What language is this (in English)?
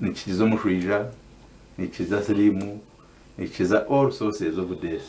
Nyankole